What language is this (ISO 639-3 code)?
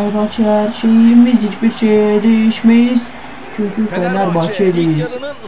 tur